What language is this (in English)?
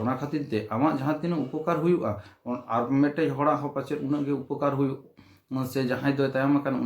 Santali